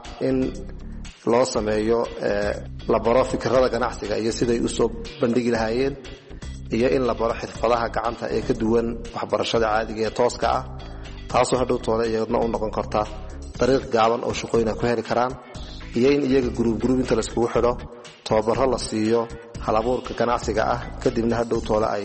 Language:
Somali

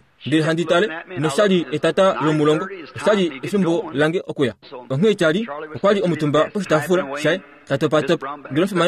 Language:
Kuanyama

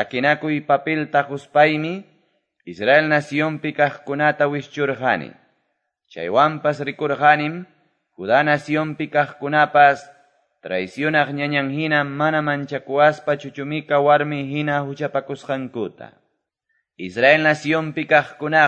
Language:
Quechua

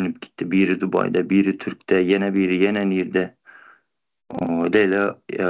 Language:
Turkmen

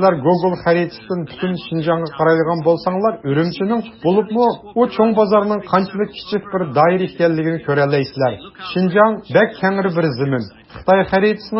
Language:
Uyghur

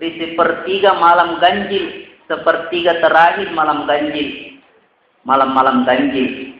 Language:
Buginese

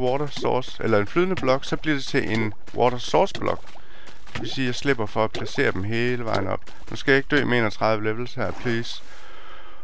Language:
Danish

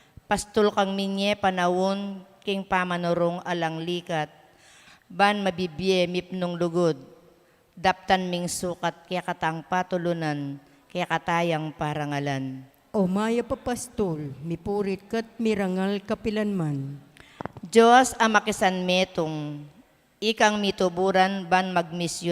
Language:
Pampanga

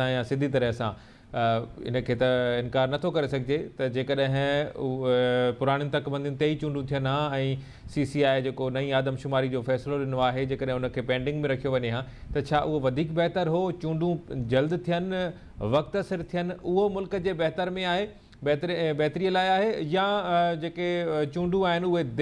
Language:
Sindhi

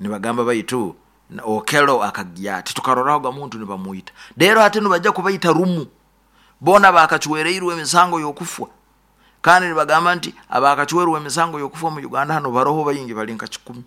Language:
Nyoro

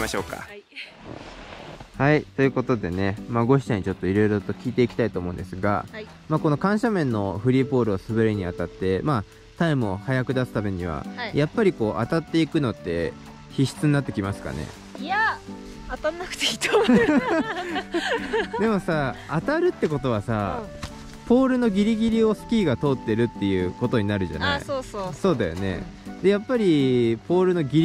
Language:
Japanese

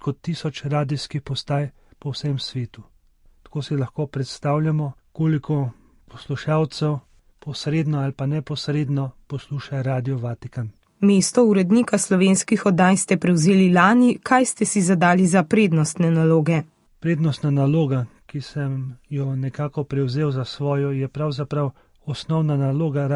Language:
Slovenian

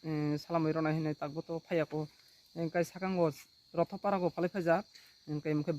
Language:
Riang (India)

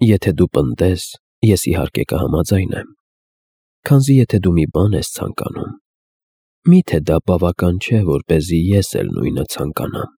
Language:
Armenian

